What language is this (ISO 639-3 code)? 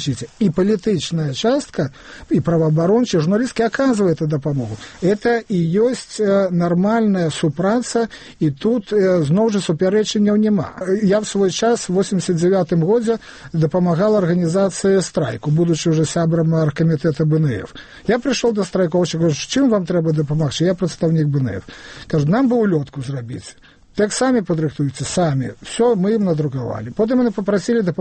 bel